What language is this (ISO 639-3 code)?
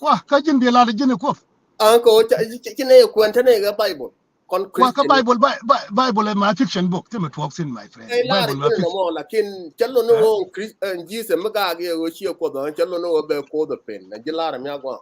nus